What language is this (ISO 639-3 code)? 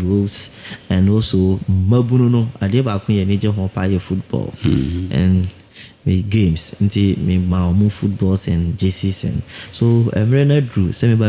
aka